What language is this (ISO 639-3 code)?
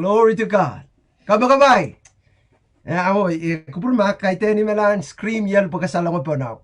pon